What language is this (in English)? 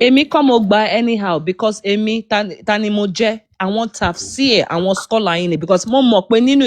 Yoruba